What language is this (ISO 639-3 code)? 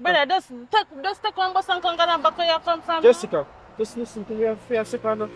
jam